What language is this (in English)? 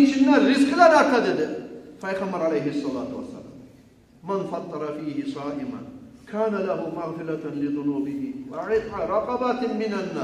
Kumyk